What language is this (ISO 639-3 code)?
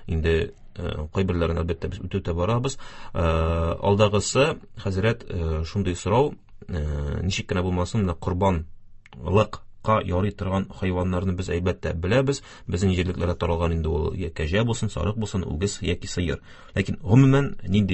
tat